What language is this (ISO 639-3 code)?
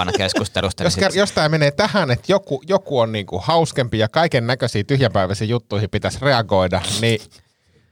fin